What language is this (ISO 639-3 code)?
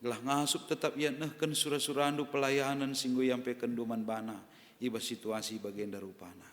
btx